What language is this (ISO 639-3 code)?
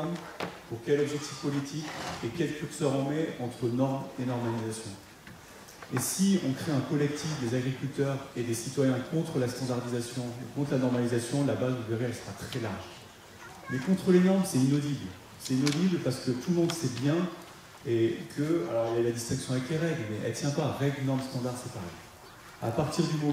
fra